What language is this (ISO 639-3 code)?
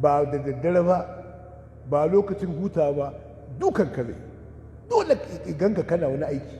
hau